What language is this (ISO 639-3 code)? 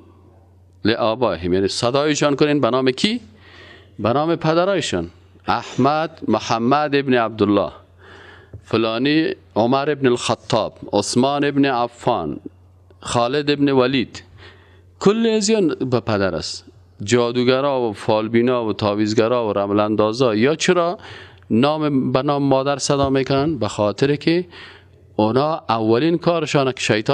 fas